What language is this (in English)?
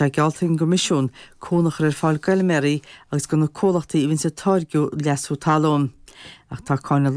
Irish